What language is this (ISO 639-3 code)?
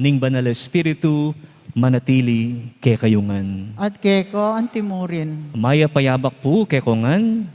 pam